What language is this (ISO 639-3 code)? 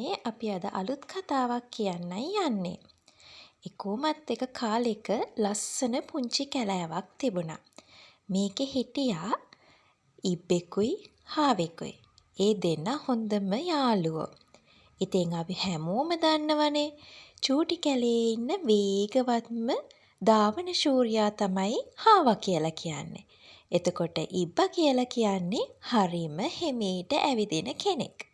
sin